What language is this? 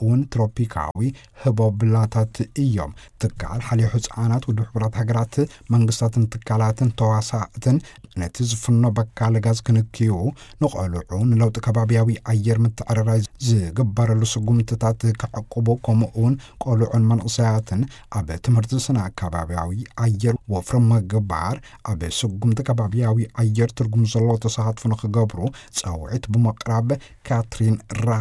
Tigrinya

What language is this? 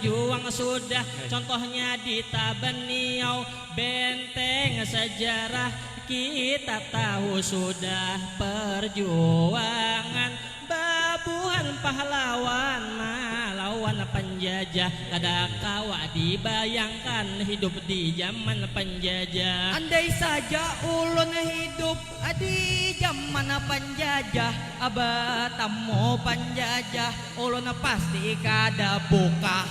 Banjar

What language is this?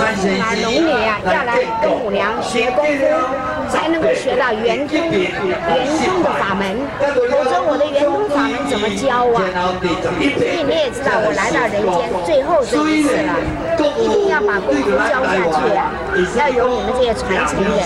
Chinese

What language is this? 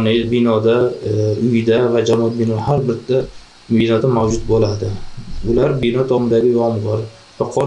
Uzbek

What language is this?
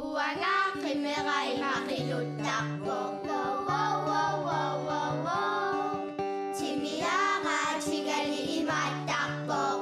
Kalaallisut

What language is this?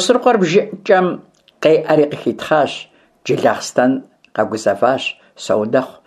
Kabardian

